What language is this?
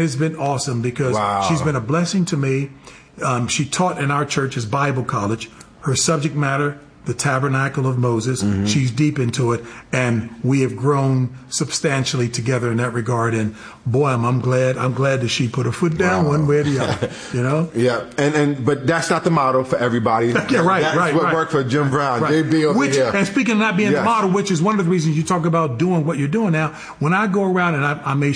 English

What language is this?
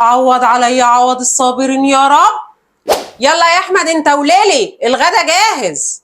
Egyptian Arabic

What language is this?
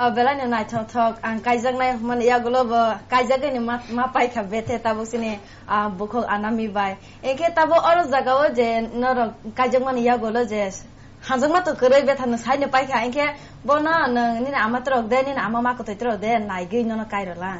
Kok Borok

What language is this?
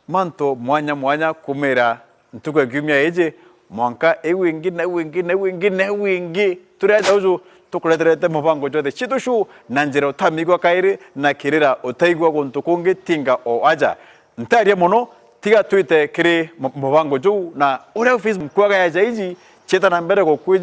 Meru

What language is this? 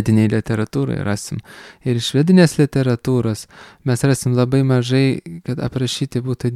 Lithuanian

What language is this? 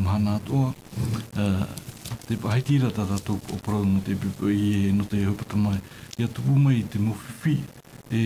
Tahitian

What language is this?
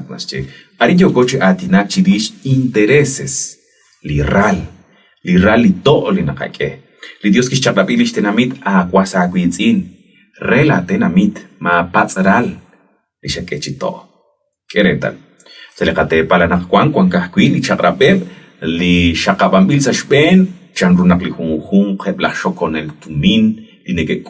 Kekchí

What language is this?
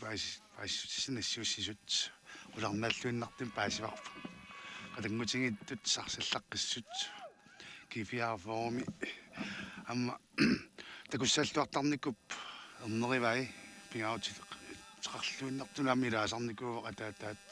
Kalaallisut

